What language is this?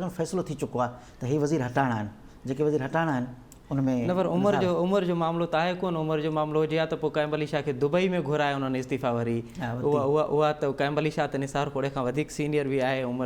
Sindhi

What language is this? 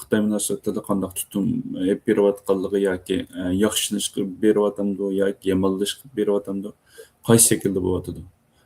Uyghur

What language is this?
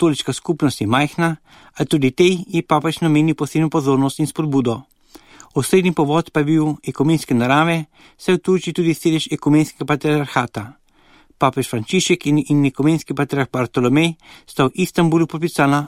Slovenian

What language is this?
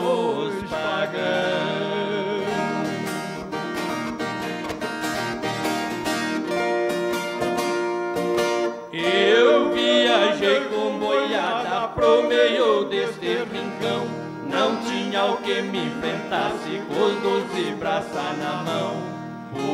Portuguese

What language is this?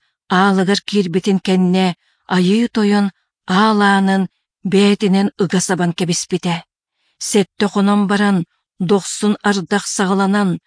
Yakut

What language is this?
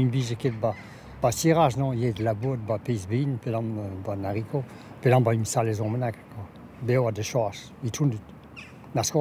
Breton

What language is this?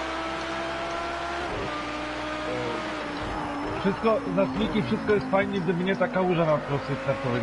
Polish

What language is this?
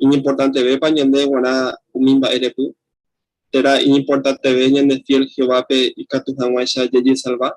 Guarani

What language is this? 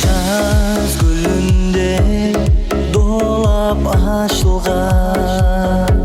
Kara-Kalpak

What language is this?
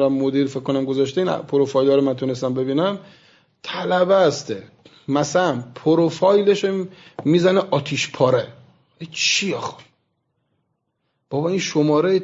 Persian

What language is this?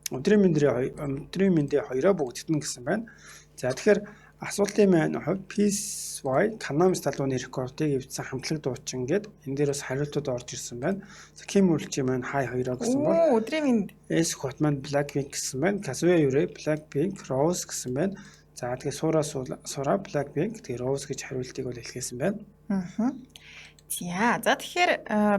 Mongolian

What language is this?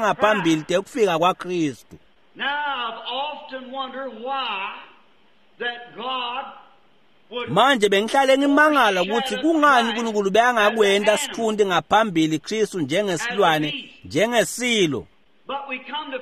Swati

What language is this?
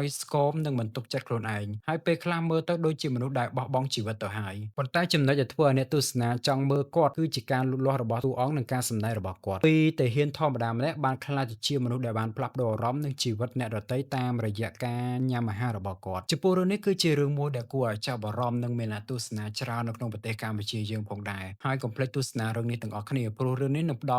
Khmer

